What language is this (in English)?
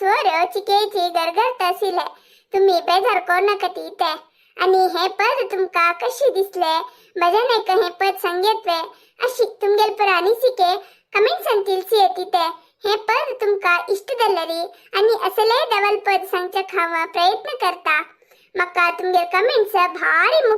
Konkani